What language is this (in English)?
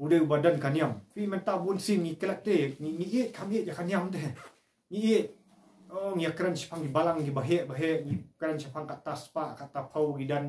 Khasi